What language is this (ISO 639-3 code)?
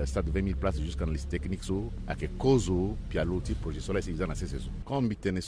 sag